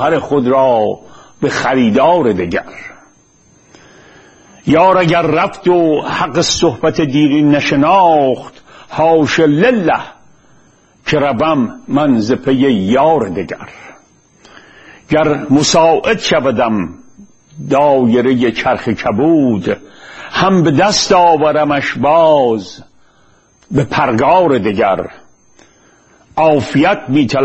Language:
Persian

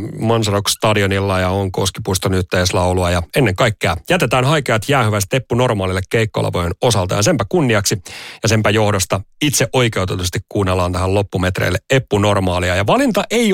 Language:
Finnish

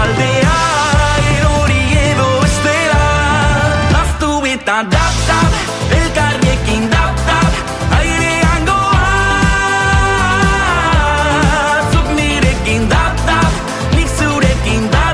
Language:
Basque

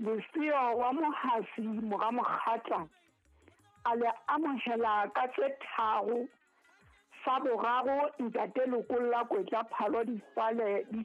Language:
Southern Sotho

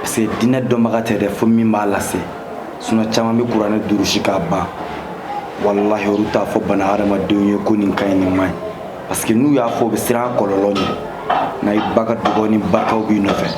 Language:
Bambara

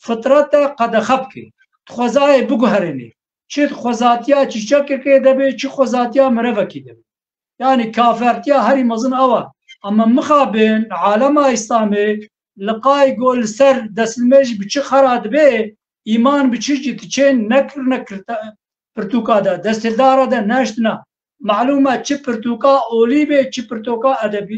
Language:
Kurdish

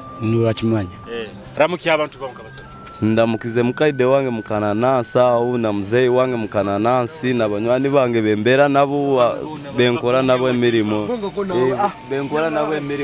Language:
Nyoro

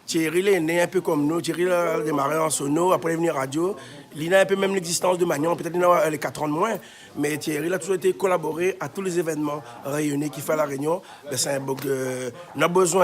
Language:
Réunion Creole French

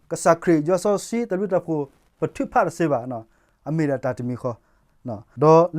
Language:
S'gaw Karen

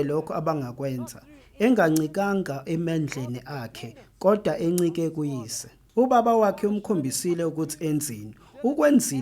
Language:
Zulu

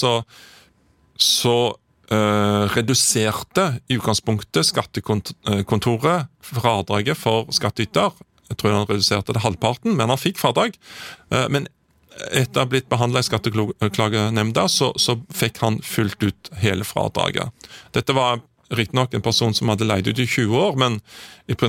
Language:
Norwegian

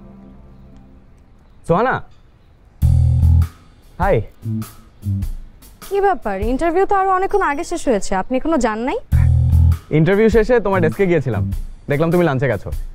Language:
Bangla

